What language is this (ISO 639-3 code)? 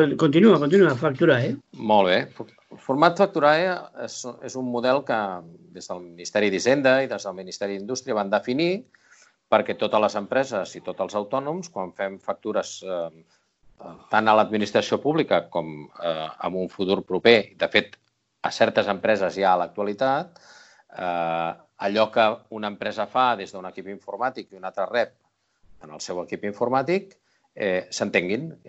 cat